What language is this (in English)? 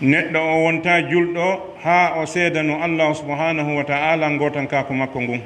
Pular